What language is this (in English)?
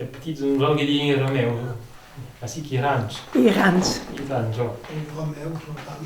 Occitan